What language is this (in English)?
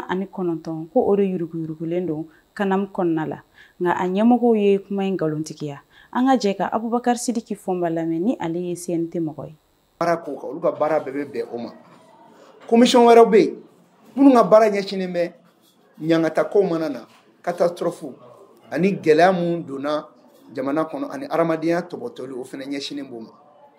Bambara